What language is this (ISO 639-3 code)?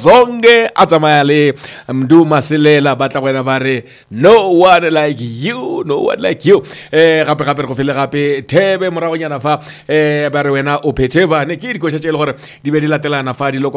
nso